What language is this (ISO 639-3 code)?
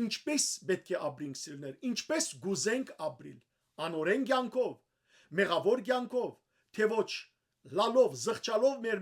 hyw